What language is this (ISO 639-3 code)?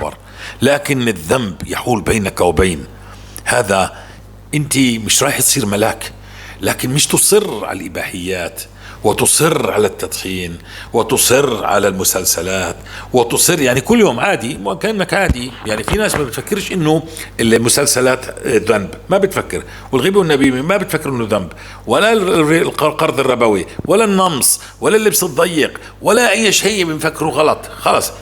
apc